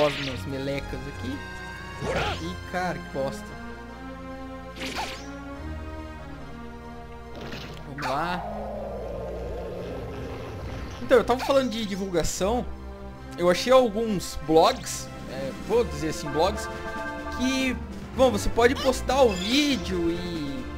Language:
Portuguese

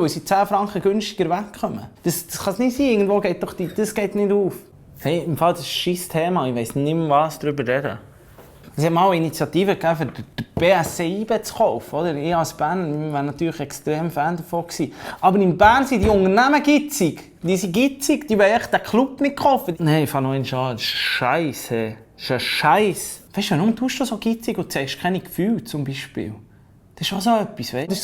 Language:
Swiss German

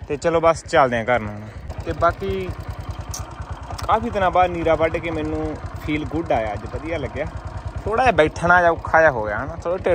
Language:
Punjabi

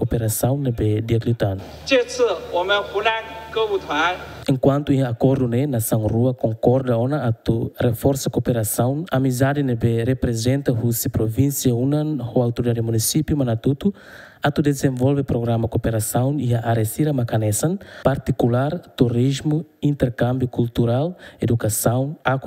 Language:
Tetum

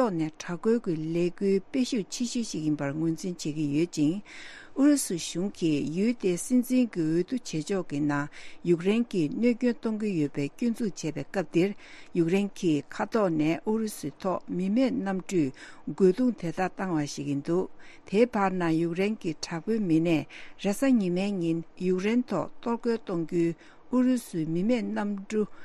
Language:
Tibetan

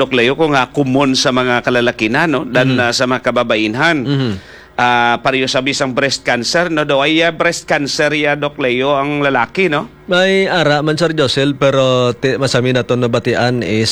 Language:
Hiligaynon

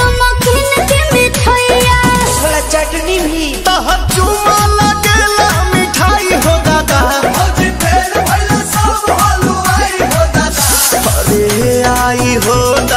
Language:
Bhojpuri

